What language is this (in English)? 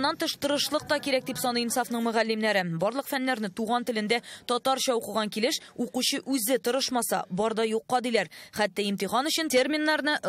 Tatar